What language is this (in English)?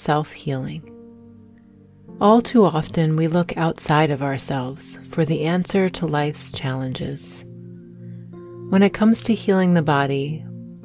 English